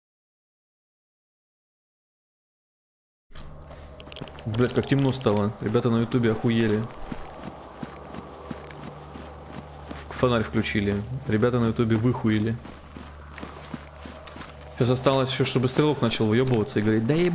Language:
Russian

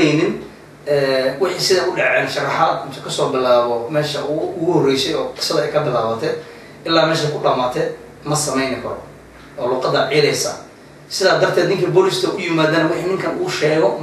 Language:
Somali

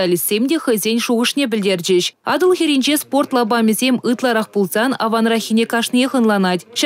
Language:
Chuvash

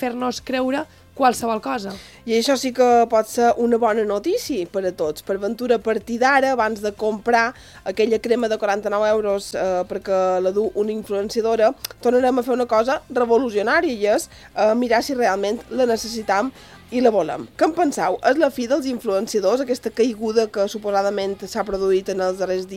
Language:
Catalan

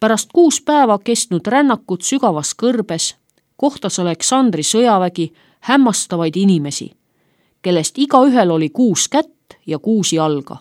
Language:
Estonian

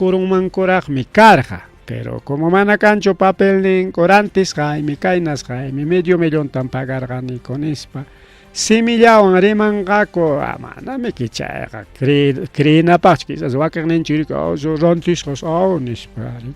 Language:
Ayacucho Quechua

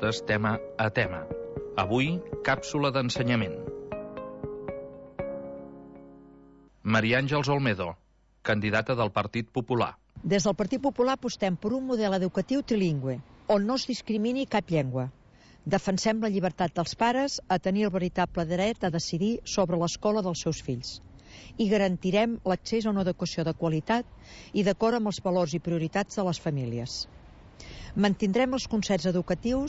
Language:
Catalan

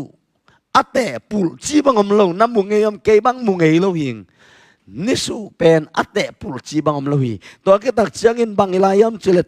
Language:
Tedim Chin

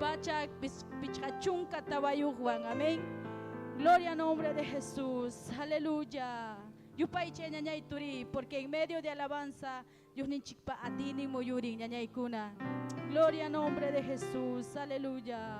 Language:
Ayacucho Quechua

